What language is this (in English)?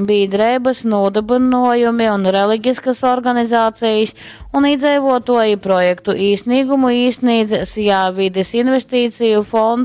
Latgalian